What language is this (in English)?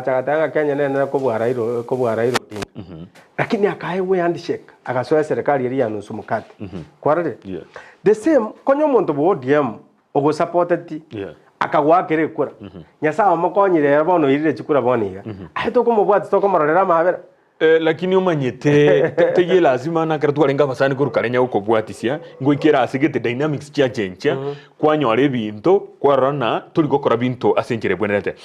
Gusii